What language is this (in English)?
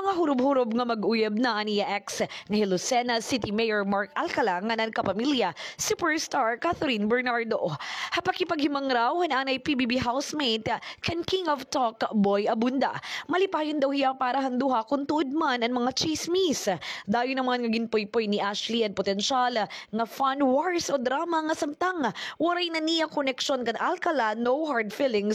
Waray